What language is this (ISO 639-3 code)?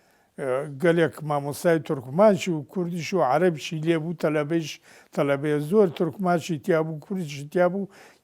ckb